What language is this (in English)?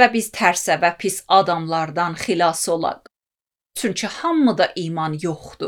Azerbaijani